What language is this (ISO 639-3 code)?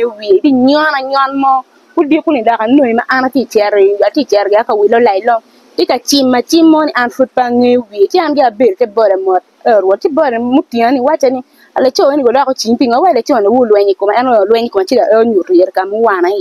ach